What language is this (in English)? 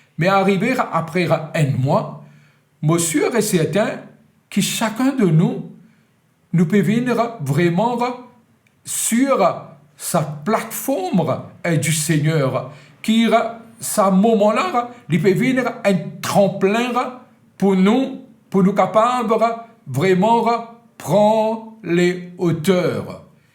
Morisyen